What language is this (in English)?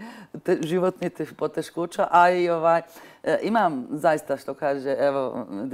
Bosnian